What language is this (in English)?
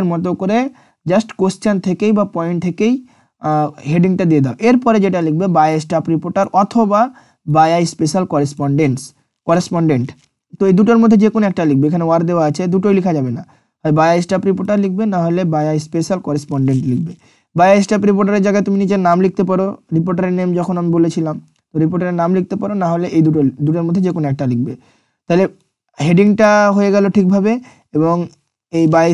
Bangla